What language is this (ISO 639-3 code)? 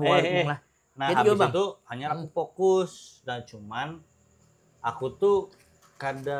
bjn